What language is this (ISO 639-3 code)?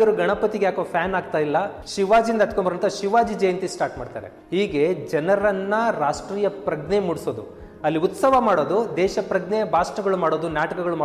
kan